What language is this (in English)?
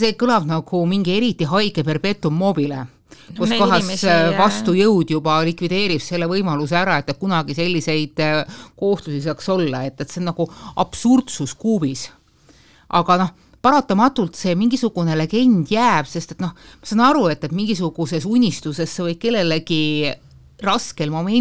Estonian